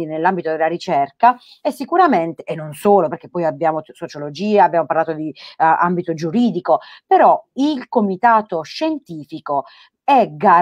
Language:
Italian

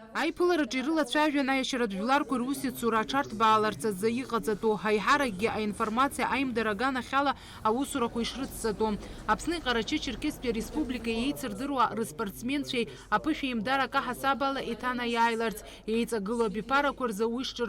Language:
Abkhazian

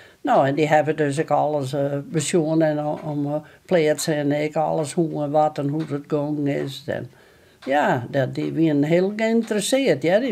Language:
Western Frisian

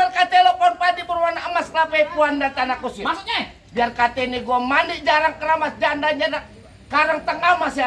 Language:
Betawi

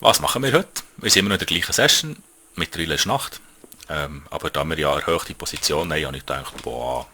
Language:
Swiss German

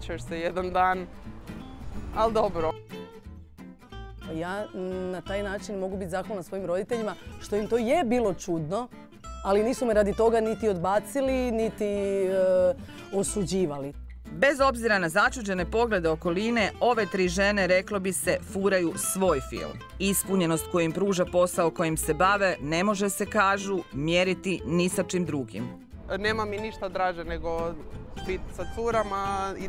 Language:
Croatian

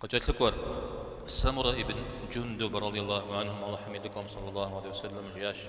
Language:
Kabardian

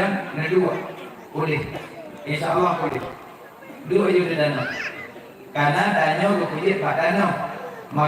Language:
Achinese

